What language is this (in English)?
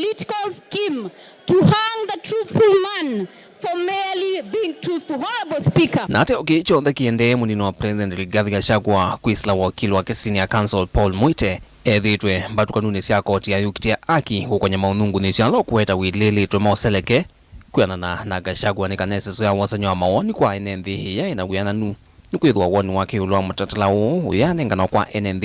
Kamba